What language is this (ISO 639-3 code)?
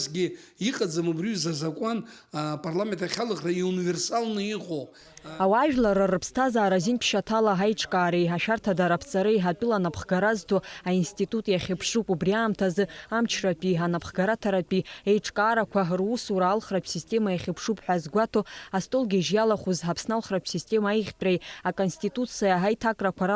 abk